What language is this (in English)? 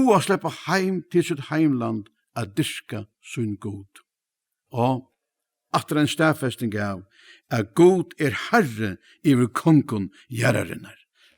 Faroese